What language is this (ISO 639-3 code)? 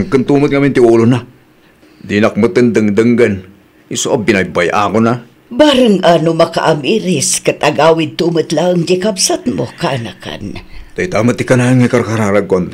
ilo